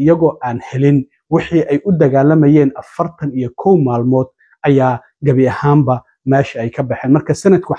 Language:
Somali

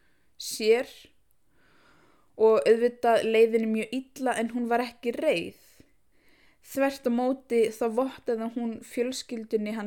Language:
Icelandic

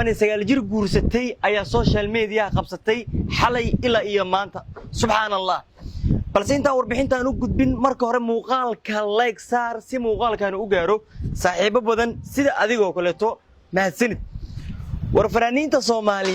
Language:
Somali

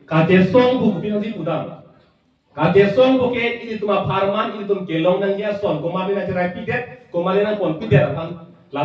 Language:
Karbi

